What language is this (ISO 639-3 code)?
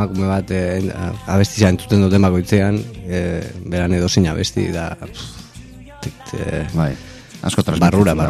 eus